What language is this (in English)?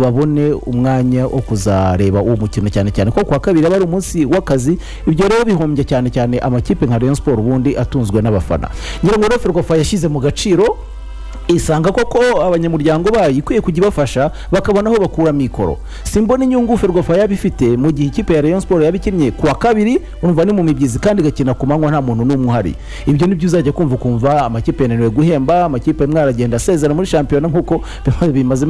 Kinyarwanda